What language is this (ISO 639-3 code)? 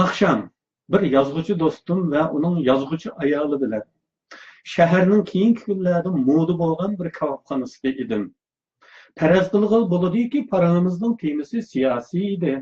uig